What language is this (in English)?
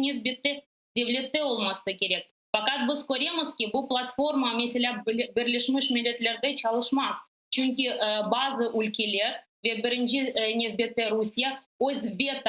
Crimean Tatar